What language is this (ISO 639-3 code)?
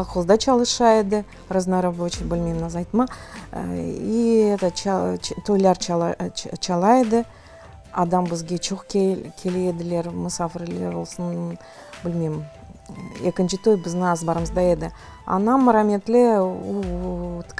crh